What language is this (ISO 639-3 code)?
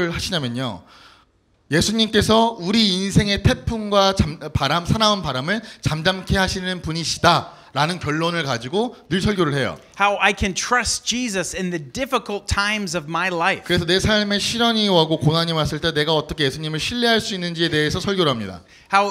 kor